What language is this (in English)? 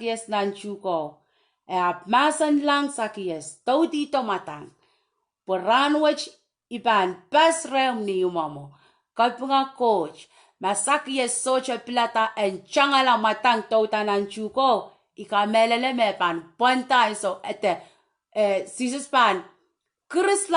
Pohnpeian